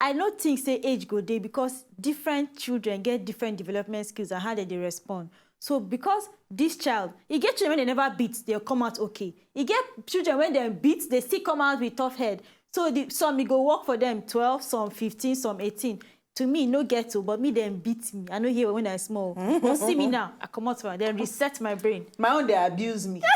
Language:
Nigerian Pidgin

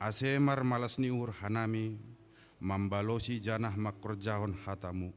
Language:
Batak Simalungun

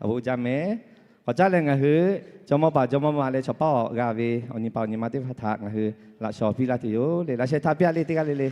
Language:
Lahu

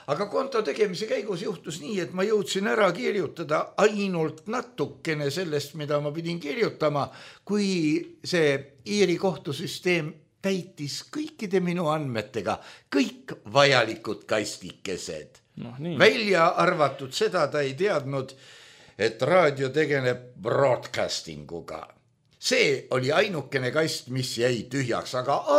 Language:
Estonian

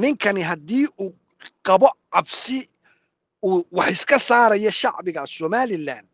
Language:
Somali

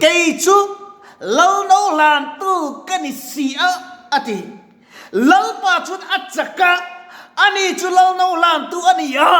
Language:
Mizo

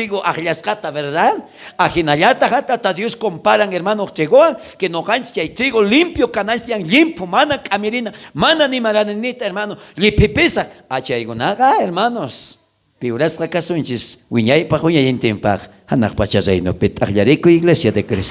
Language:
South Bolivian Quechua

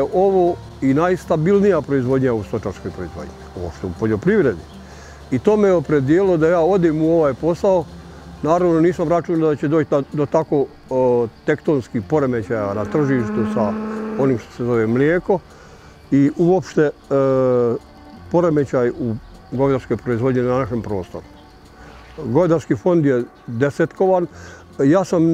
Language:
Bosnian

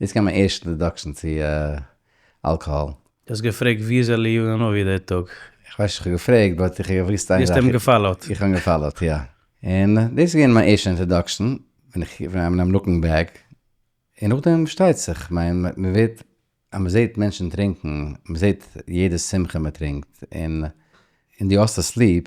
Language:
Yiddish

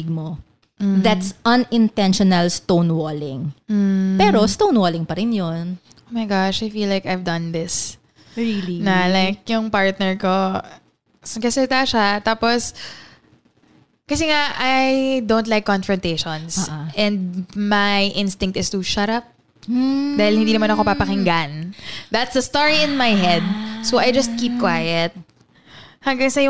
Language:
Filipino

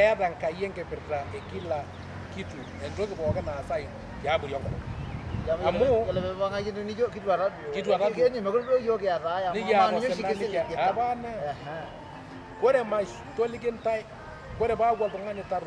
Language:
Masai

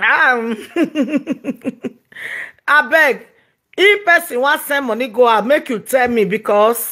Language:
Nigerian Pidgin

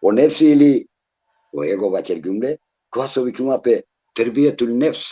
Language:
Balkan Romani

